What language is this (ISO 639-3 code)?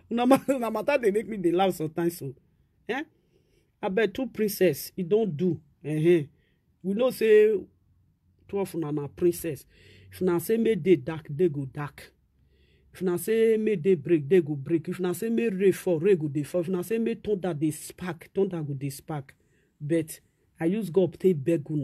pcm